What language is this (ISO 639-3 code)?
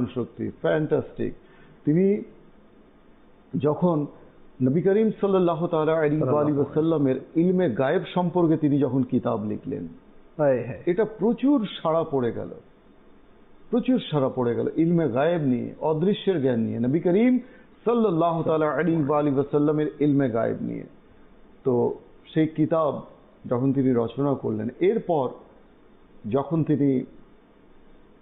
ben